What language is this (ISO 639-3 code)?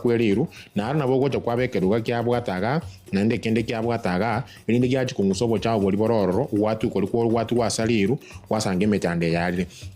guz